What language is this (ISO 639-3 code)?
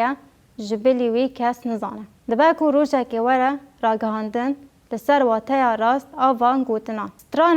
kur